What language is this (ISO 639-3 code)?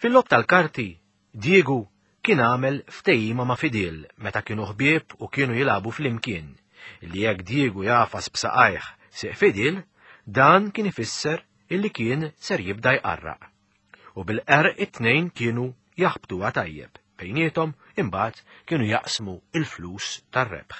mlt